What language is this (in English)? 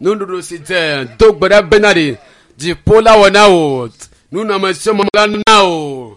Ewe